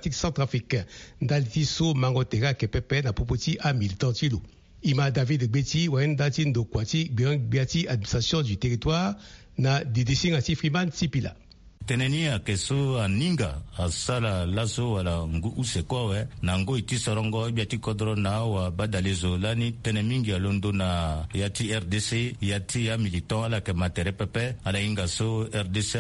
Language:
Sango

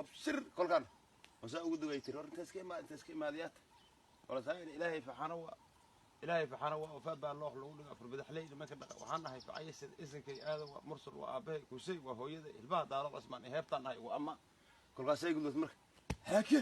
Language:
Somali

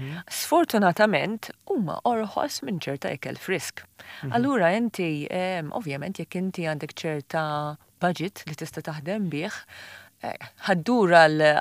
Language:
Maltese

